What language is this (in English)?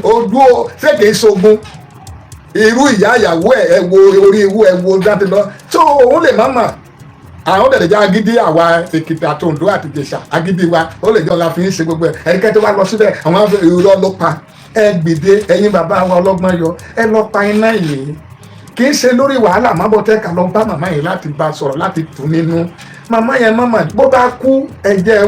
Yoruba